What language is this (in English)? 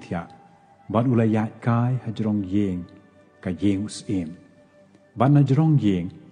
Khasi